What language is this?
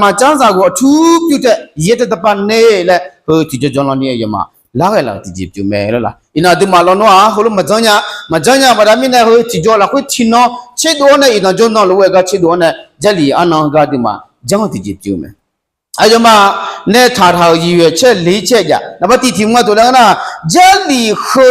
Akha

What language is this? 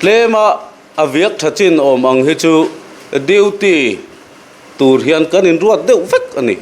Mizo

